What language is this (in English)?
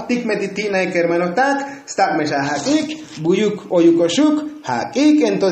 Tzotzil